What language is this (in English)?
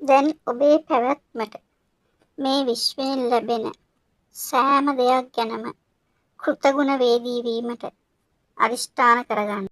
Sinhala